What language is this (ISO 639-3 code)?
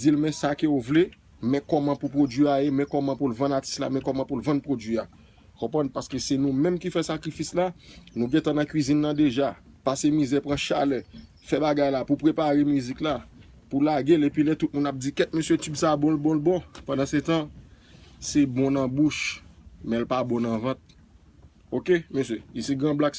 hat